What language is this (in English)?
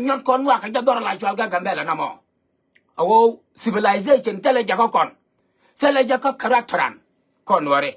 Nuer